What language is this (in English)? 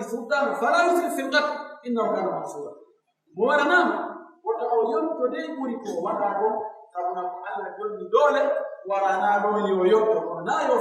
Pular